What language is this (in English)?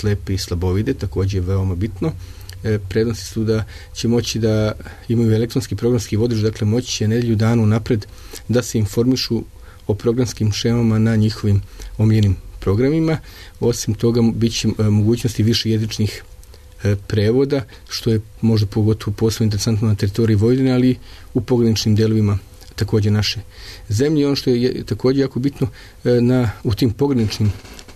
Serbian